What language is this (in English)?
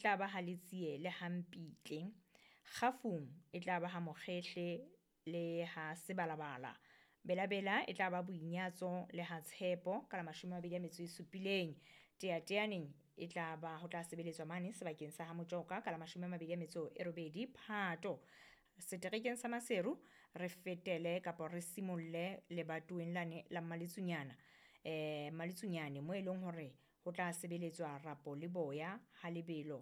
Southern Sotho